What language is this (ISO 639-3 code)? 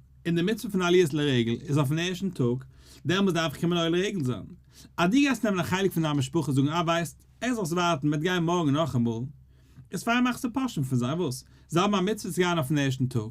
yid